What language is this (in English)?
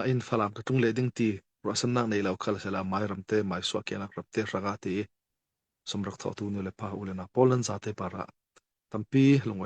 Falam Chin